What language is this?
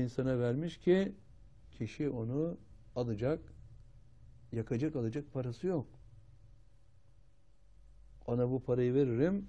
Turkish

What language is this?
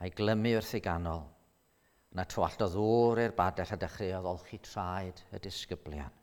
Welsh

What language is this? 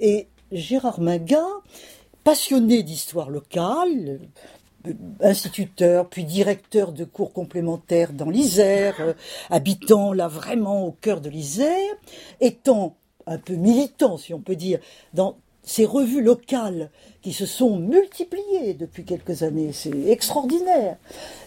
French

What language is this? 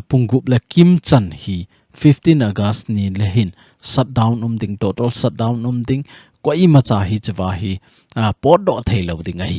Thado Chin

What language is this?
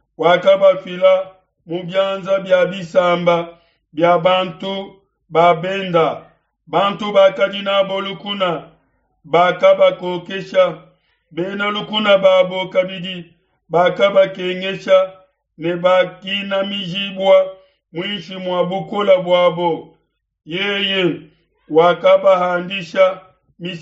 Luba-Lulua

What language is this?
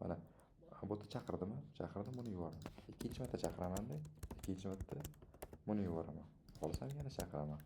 Uzbek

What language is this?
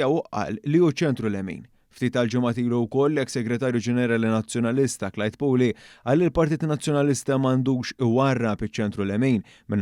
Maltese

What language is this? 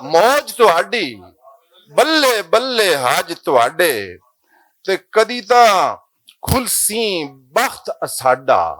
Western Panjabi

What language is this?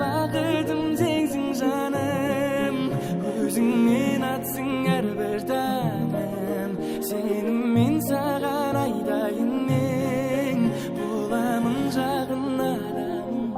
Kara-Kalpak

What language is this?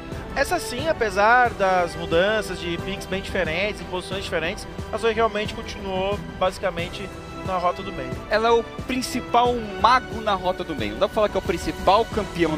Portuguese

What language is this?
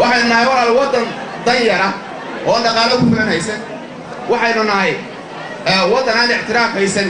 Somali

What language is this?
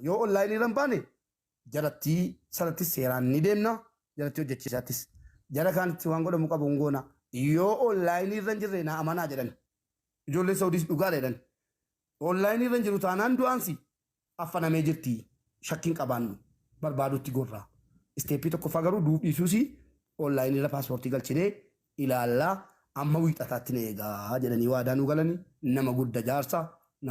Oromo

